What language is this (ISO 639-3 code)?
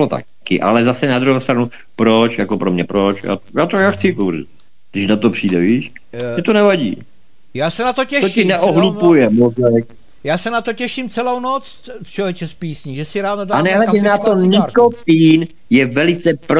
ces